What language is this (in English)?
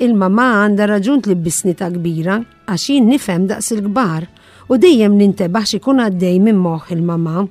Maltese